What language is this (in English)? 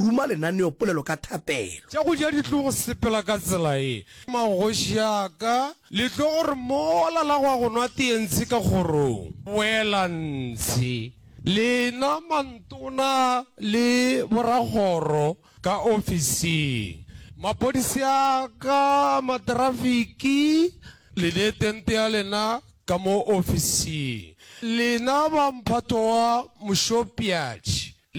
Northern Sotho